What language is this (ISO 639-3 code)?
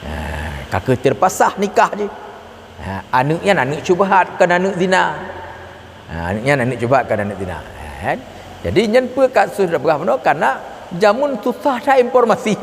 ace